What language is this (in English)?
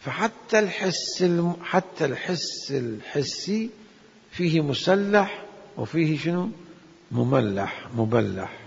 Mesopotamian Arabic